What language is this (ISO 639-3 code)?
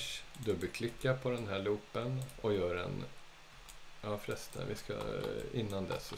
swe